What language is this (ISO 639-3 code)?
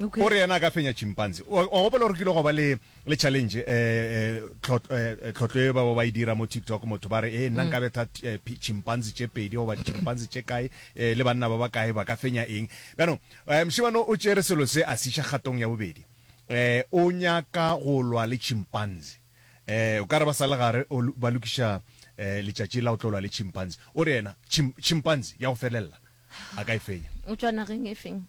nso